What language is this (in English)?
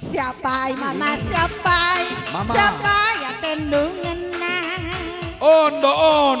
Batak Karo